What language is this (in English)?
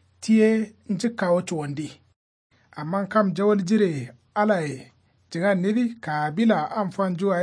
Kanuri